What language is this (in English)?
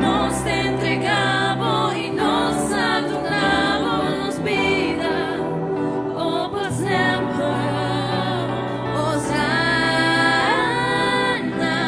Papiamento